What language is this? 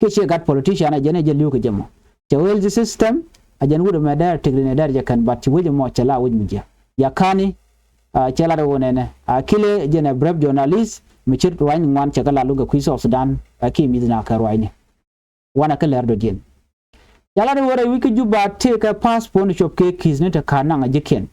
Nuer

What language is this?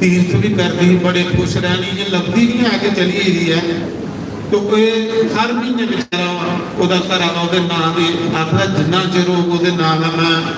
Dogri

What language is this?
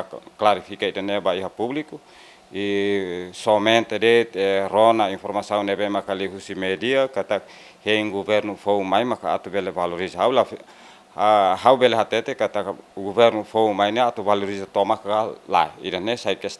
Tetum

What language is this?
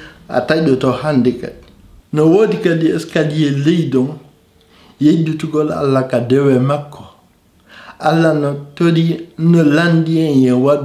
Fula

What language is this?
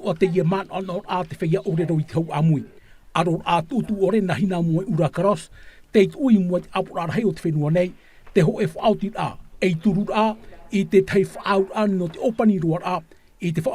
Tahitian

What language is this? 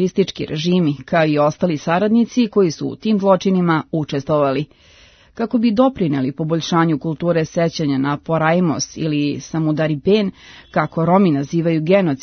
Serbian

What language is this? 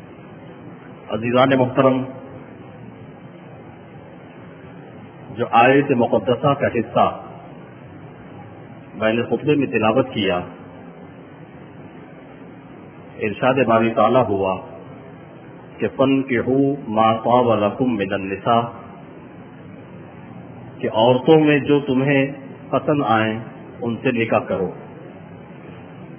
Urdu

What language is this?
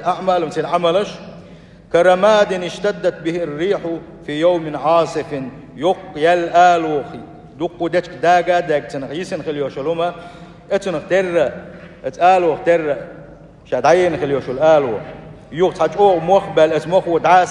Chechen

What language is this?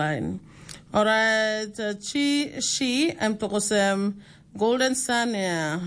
Tok Pisin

